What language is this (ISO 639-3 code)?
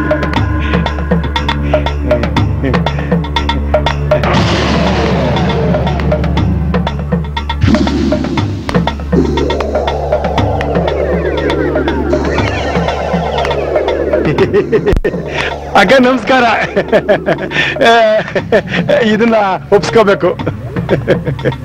kan